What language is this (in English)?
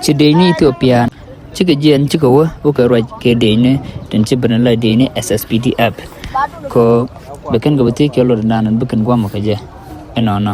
Nuer